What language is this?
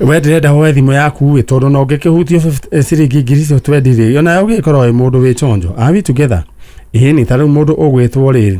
Kikuyu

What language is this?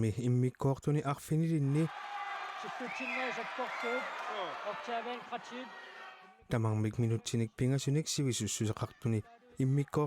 Kalaallisut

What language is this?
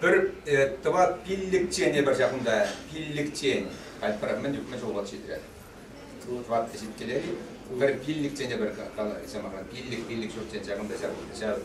Chuvash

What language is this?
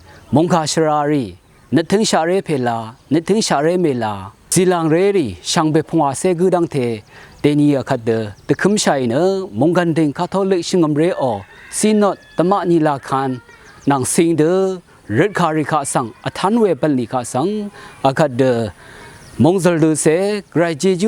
Rawang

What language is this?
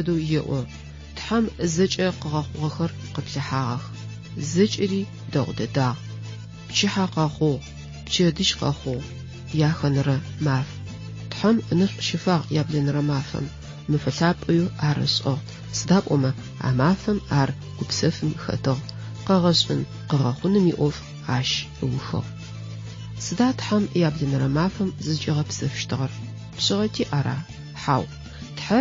Adyghe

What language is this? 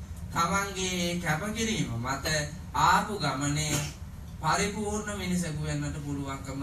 Sinhala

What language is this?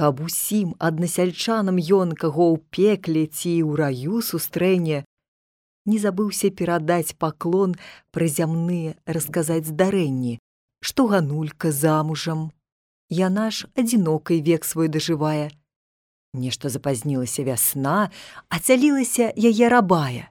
Belarusian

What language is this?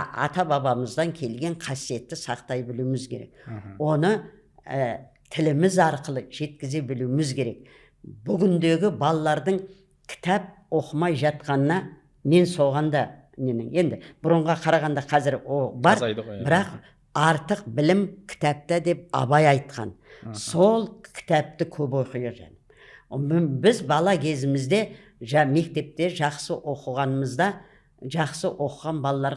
Kazakh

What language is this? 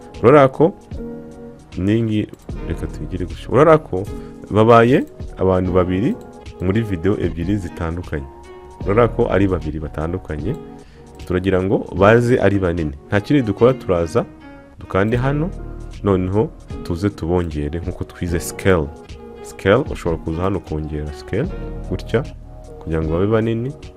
Kinyarwanda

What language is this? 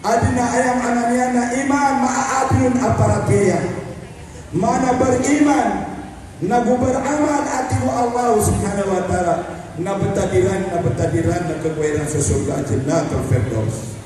Maranao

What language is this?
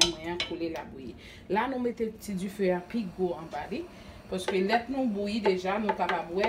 Haitian Creole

